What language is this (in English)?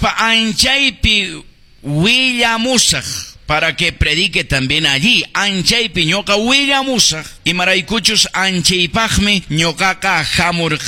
Quechua